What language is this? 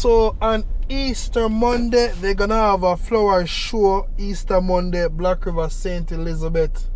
Jamaican Creole English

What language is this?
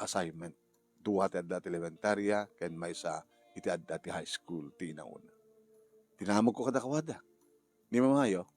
Iloko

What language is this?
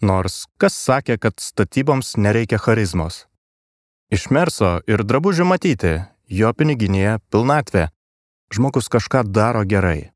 Lithuanian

